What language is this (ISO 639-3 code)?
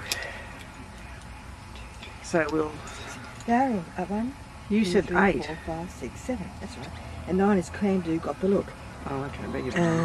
eng